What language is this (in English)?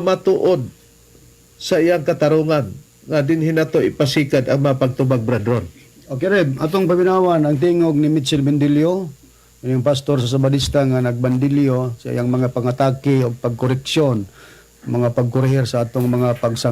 Cebuano